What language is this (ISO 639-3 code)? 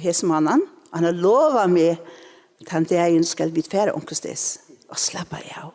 fao